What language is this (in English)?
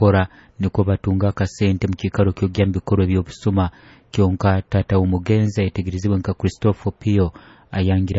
Nyoro